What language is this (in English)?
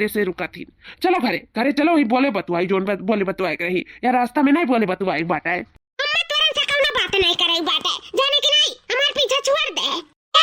Awadhi